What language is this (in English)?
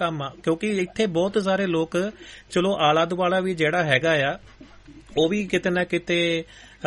Punjabi